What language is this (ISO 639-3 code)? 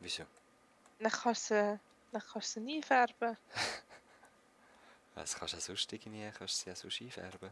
gsw